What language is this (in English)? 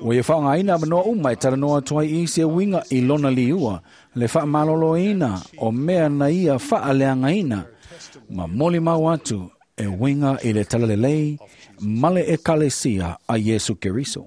Samoan